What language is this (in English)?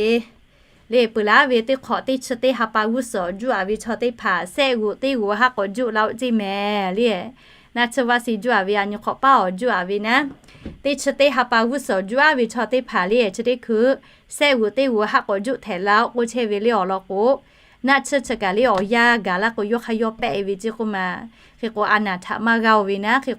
Lahu